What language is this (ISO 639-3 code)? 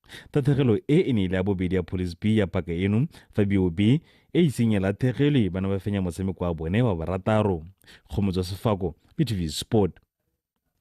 tsn